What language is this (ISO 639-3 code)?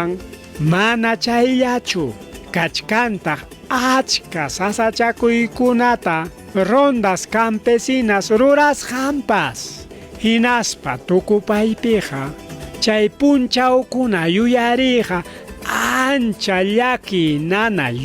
quy